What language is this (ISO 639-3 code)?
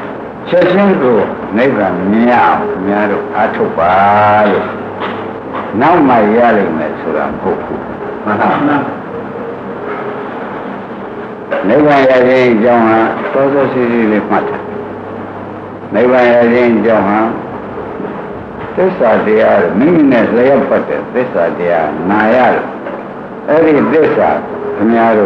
mya